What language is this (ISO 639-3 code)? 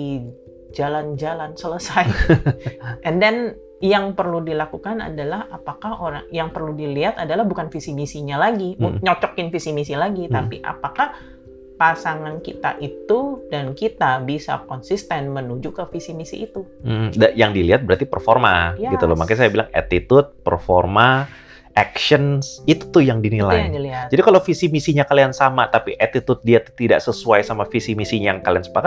ind